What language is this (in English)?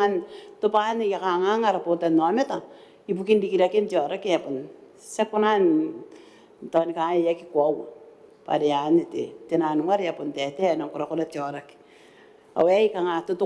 Gilbertese